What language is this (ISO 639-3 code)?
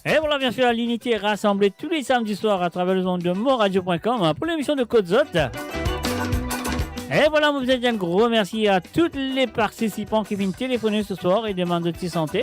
mfe